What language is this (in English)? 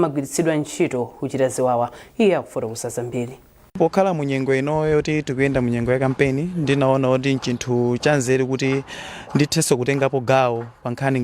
Nyanja